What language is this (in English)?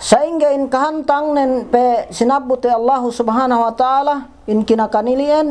Yakan